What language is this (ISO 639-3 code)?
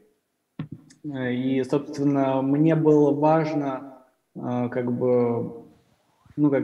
rus